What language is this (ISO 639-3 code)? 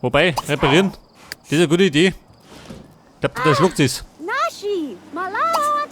bar